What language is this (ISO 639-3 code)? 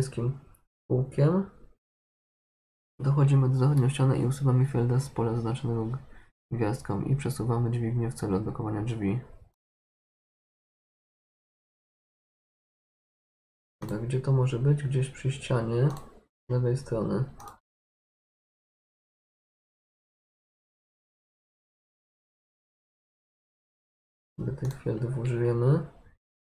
pol